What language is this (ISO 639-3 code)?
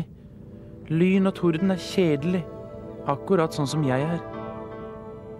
nor